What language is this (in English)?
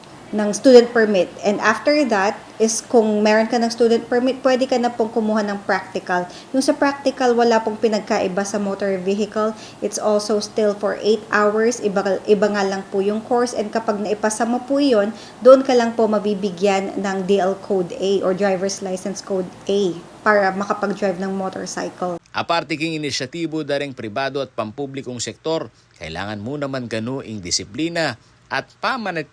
Pampanga